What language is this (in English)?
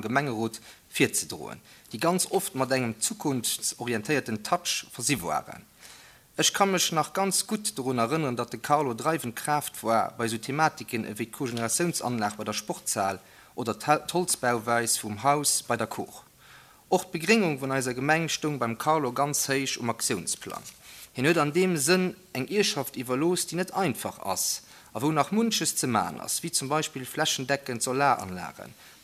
Luxembourgish